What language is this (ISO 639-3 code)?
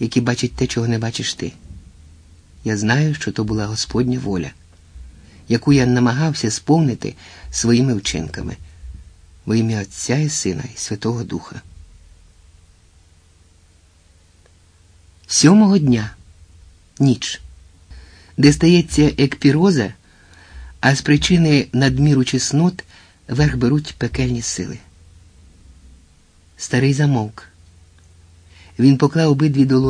ukr